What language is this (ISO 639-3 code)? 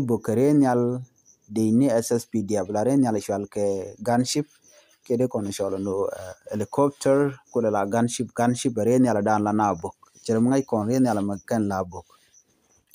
nus